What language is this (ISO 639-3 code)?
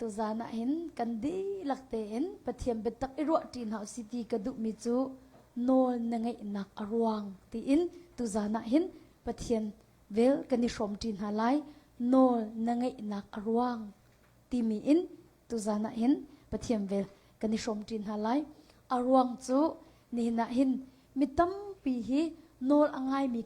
cnh